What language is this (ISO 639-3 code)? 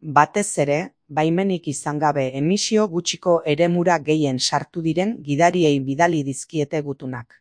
eus